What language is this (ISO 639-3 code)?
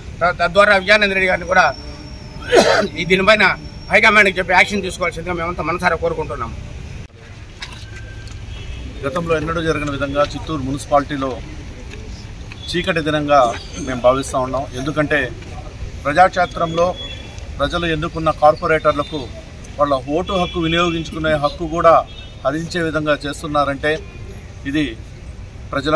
tel